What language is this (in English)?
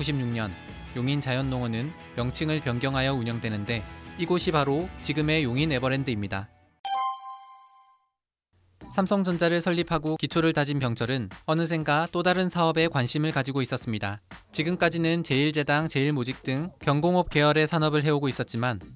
Korean